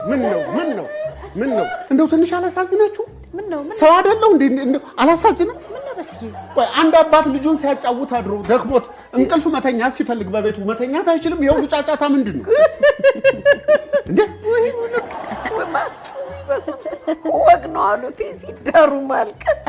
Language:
Amharic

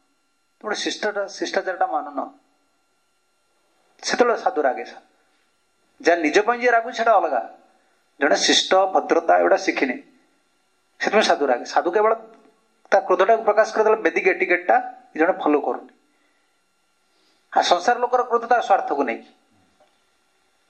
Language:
Odia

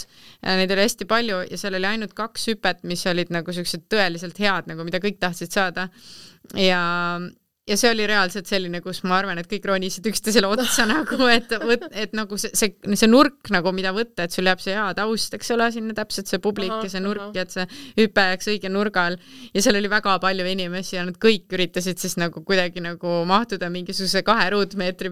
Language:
Estonian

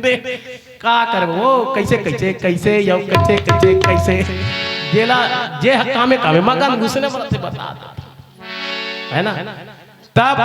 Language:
Chhattisgarhi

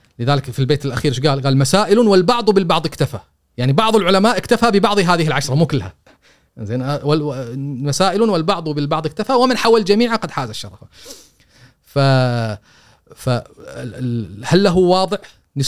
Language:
Gulf Arabic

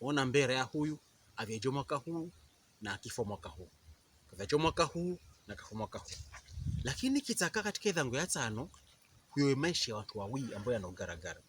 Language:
Pokomo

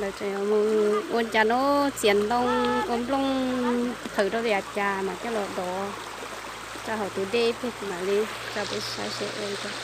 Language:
Hmong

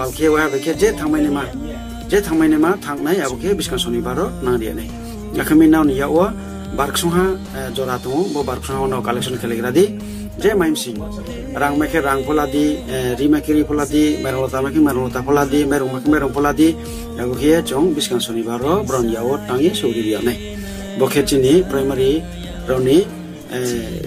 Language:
Riang (India)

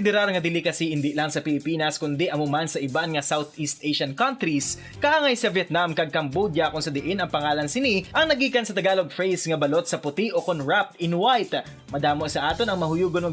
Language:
Hiligaynon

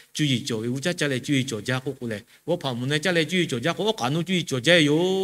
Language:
Lahu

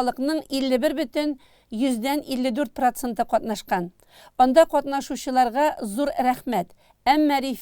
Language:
Tatar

